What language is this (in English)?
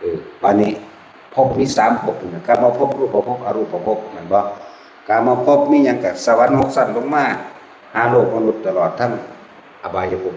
Northeastern Thai